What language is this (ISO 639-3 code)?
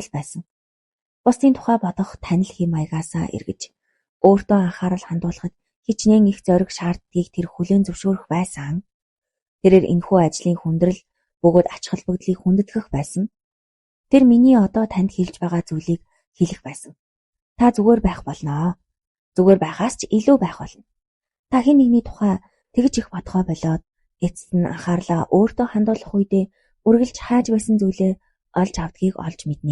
mon